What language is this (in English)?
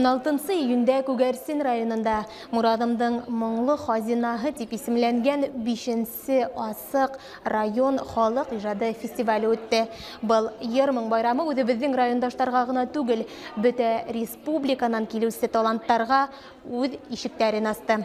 Bashkir